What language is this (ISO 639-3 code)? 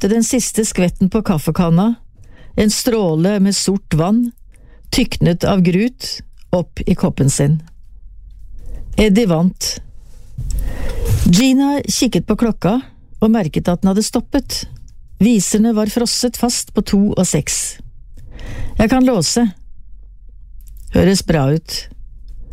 nor